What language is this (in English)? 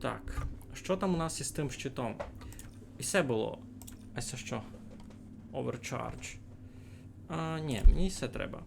Rusyn